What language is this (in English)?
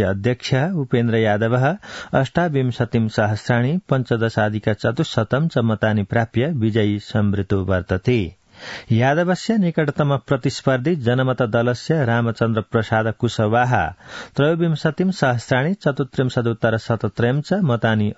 Sanskrit